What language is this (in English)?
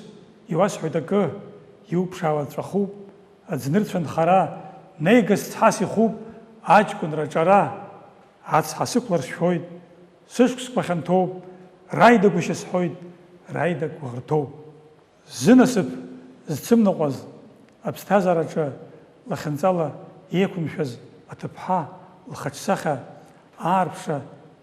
Abkhazian